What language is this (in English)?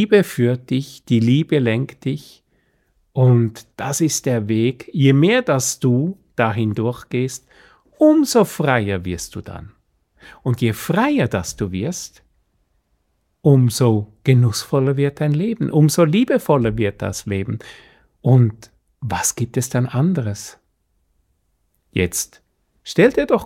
German